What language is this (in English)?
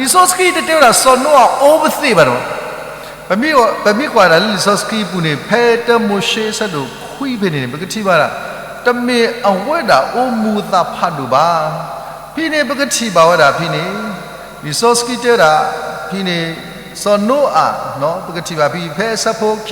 S'gaw Karen